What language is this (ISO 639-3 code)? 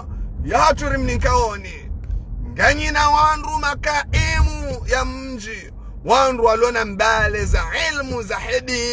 zdj